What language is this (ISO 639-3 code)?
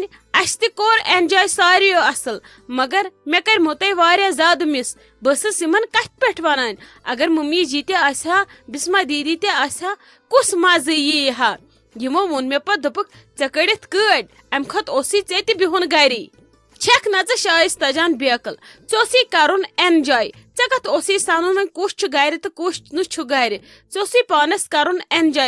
kas